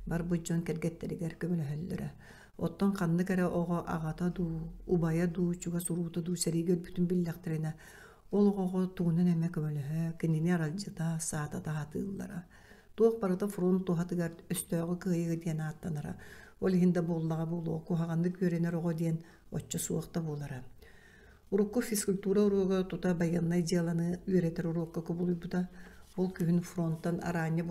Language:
Yakut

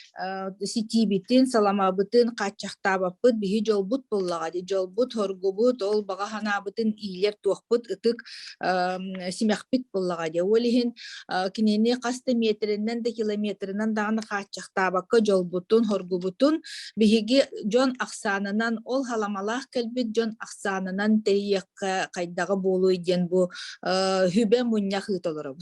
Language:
Yakut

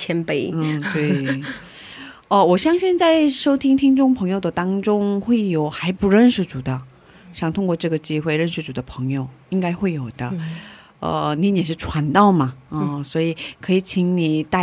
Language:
Chinese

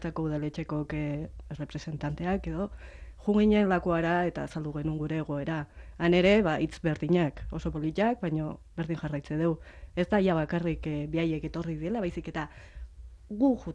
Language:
Basque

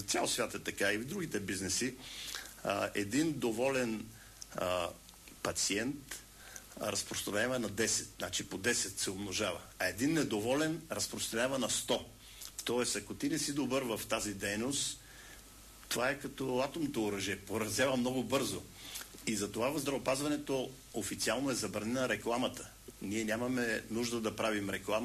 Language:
Bulgarian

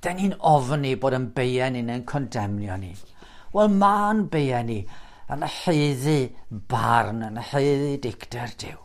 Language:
Welsh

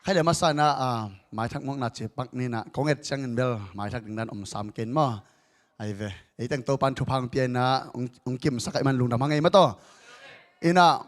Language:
Tedim Chin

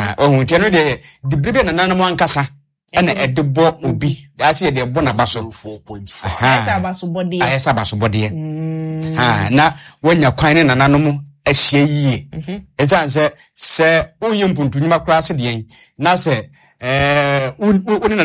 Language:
Akan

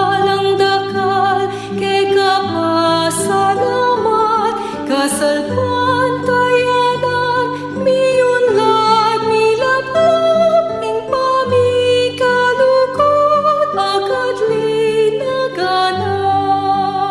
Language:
Pampanga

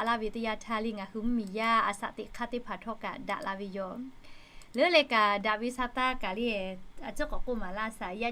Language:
Lahu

